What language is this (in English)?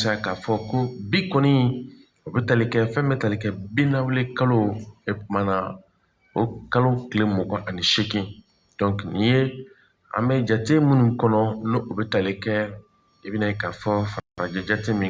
Bambara